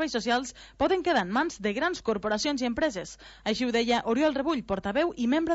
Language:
Catalan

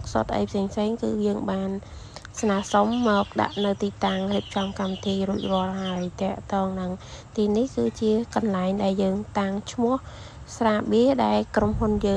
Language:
Khmer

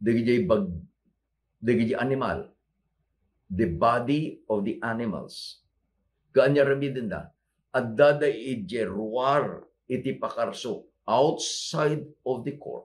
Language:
Iloko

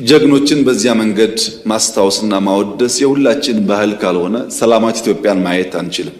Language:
Amharic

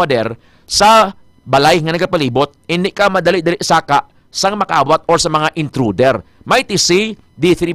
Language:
Hiligaynon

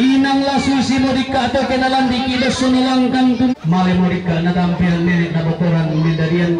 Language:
Toraja-Sa'dan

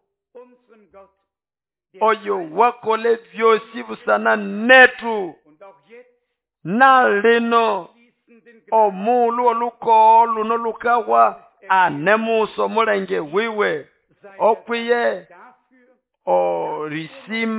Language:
Nande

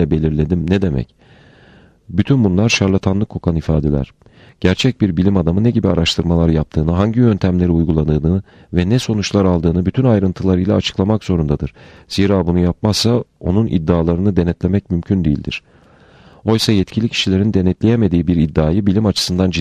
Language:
Turkish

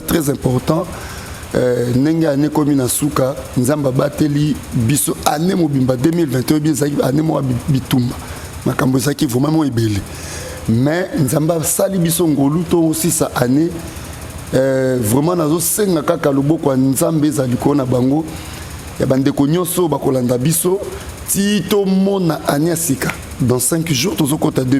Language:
Lingala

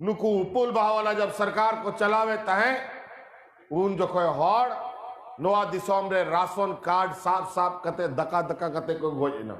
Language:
Santali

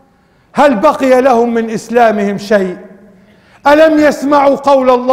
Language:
Arabic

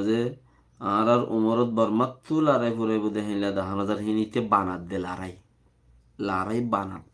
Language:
Rohingya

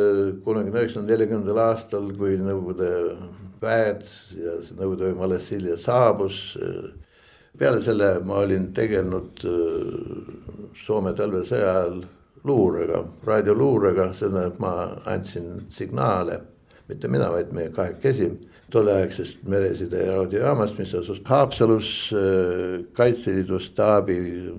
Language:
Estonian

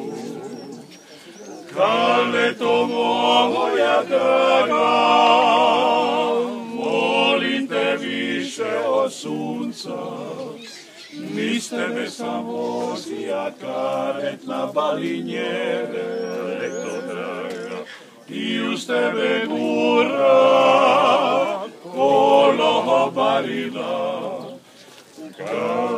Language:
Croatian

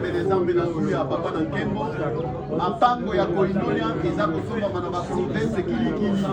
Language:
Lingala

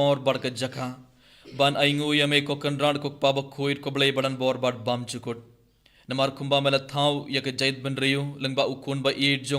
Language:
Khasi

